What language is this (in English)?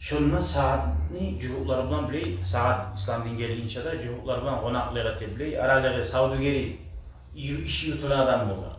Kumyk